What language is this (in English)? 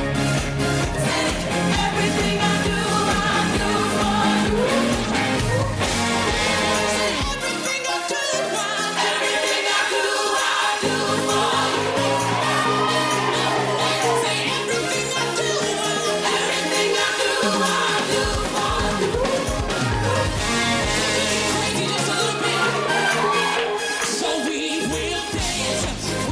English